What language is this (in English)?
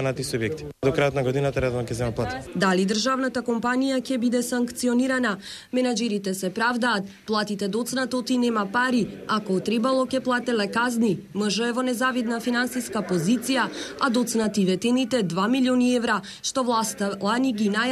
Macedonian